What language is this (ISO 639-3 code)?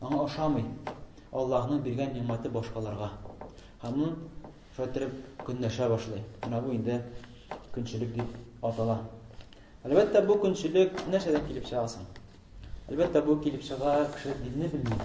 tat